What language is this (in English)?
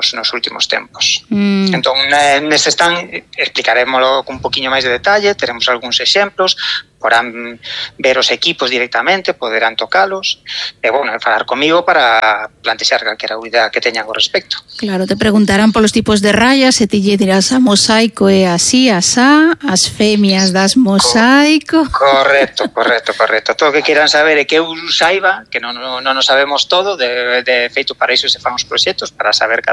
Galician